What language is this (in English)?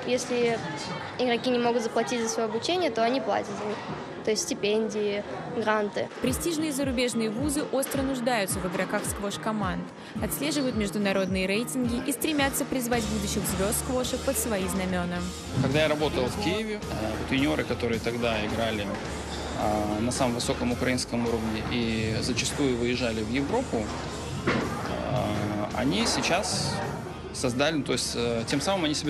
Russian